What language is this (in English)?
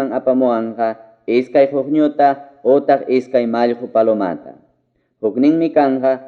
Ayacucho Quechua